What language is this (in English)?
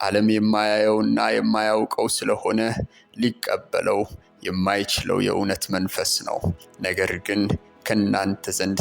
Amharic